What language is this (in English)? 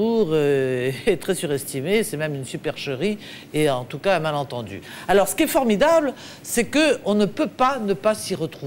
French